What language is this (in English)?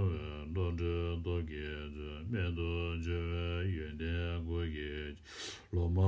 Tibetan